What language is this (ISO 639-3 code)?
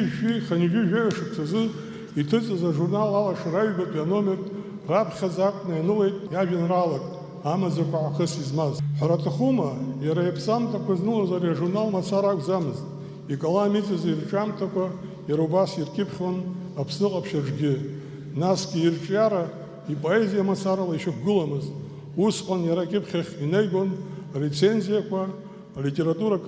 abk